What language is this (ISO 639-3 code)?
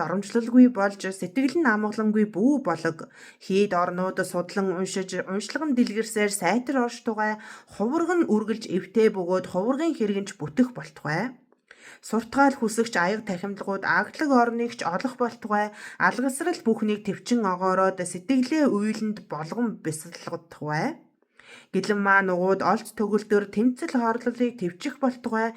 mon